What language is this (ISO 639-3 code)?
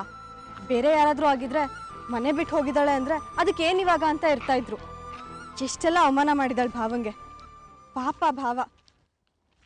kan